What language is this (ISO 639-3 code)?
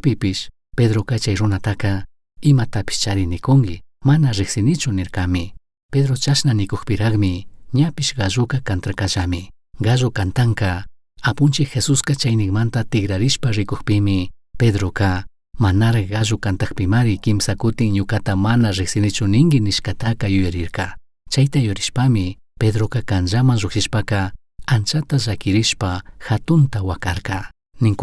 qug